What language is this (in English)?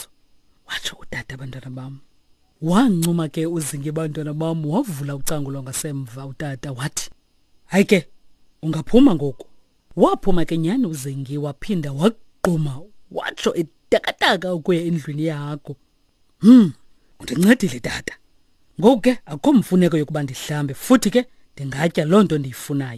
Xhosa